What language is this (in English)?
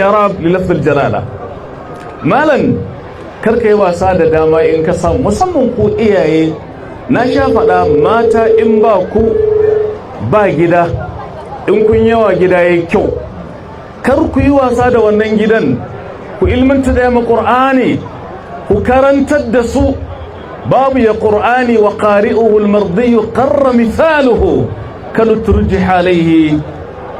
Hausa